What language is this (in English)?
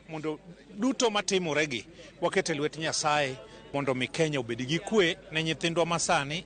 Luo (Kenya and Tanzania)